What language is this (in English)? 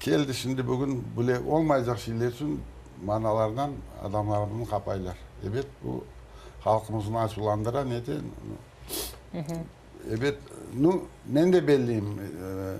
Crimean Tatar